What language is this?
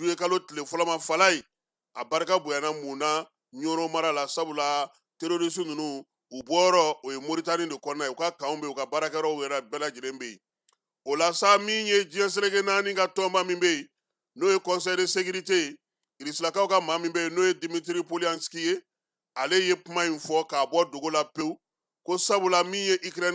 Bambara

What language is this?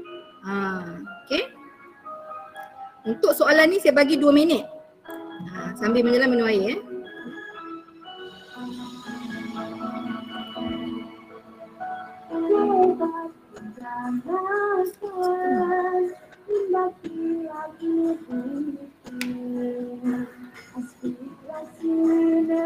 Malay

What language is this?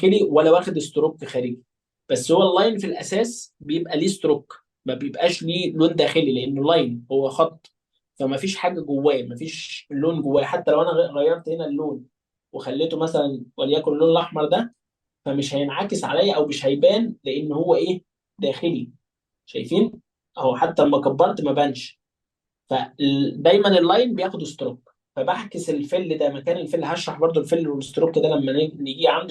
Egyptian Arabic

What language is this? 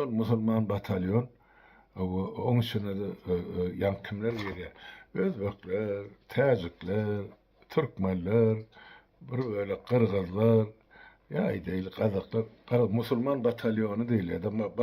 Turkmen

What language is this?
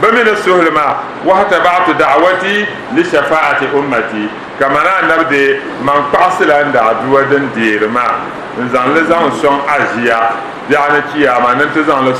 Dagbani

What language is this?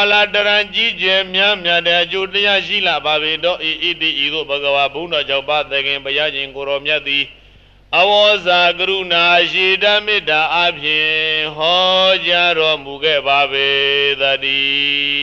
Burmese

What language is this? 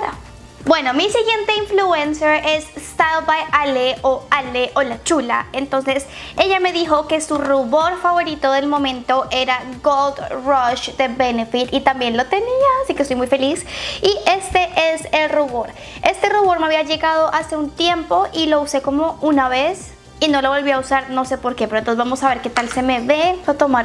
Spanish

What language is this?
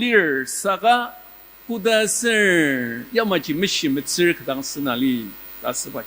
Ao Naga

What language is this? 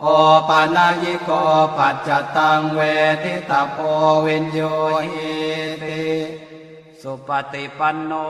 Pali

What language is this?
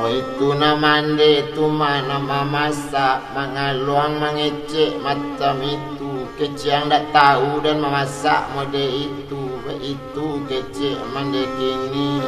Minangkabau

